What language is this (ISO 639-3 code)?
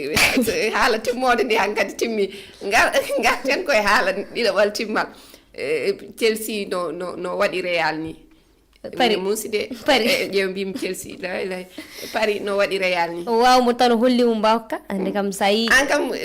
ful